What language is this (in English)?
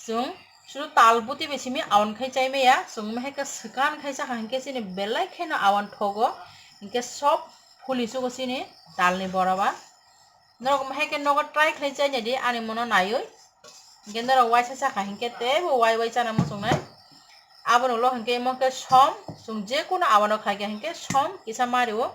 Kok Borok